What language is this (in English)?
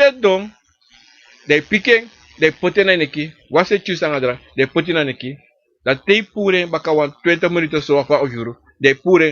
Sranan Tongo